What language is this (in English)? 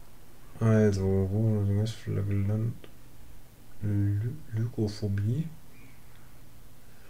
German